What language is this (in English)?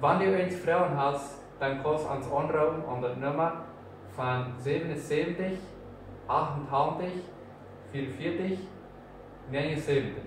Plautdietsch